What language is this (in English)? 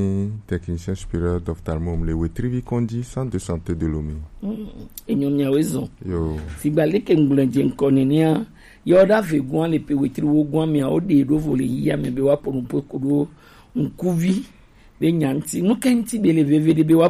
Gen